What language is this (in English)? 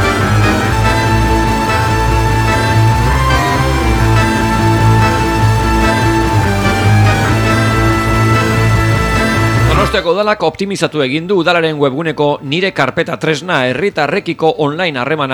Basque